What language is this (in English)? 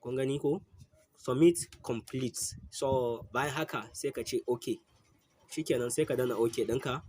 Hausa